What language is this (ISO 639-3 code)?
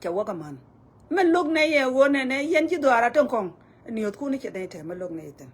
nus